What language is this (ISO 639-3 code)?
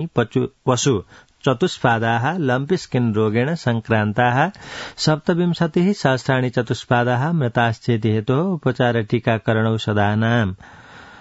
san